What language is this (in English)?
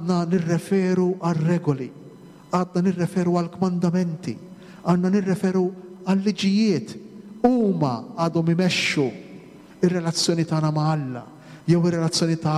Maltese